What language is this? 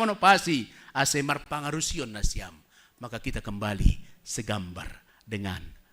Batak Simalungun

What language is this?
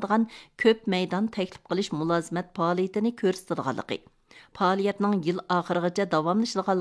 Uyghur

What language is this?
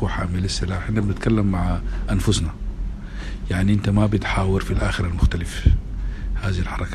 Sudanese Arabic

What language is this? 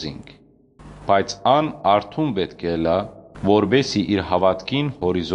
Western Armenian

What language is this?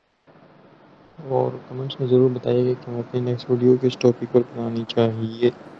Urdu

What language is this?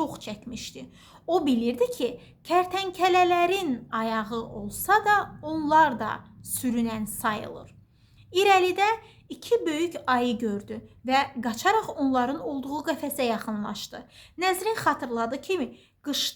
Azerbaijani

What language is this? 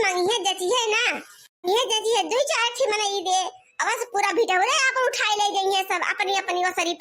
Awadhi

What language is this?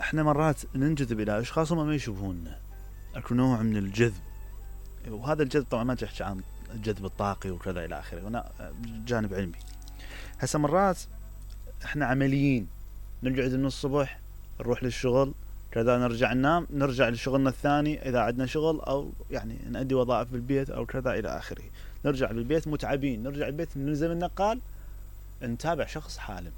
Mesopotamian Arabic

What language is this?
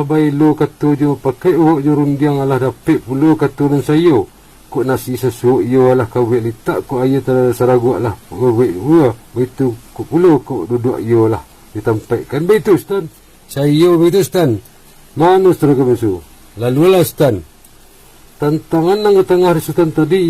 Minangkabau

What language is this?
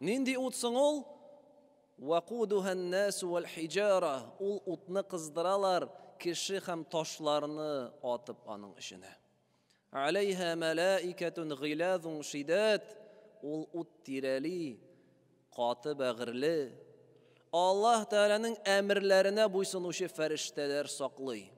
Tatar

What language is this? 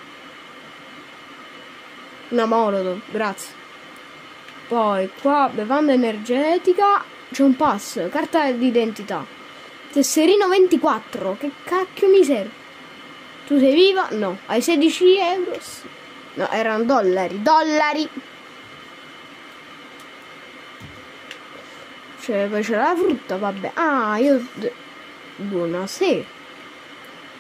Italian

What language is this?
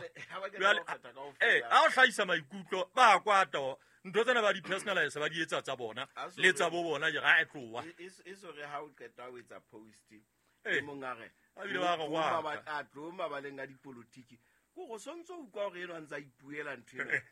Southern Sotho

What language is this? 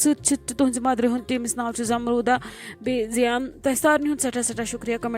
Kashmiri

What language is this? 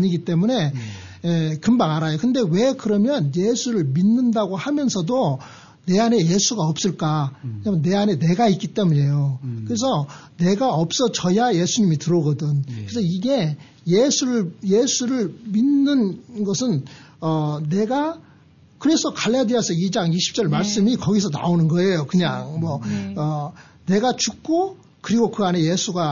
Korean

